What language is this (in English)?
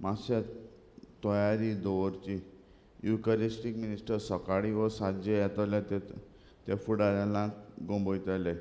Konkani